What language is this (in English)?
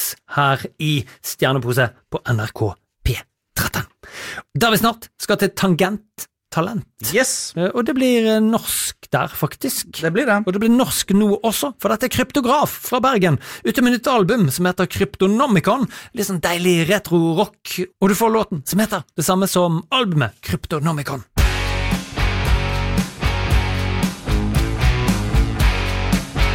Norwegian